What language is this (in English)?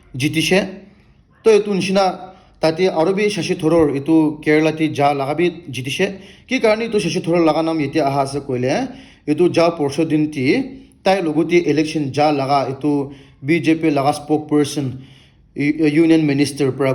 Naga Pidgin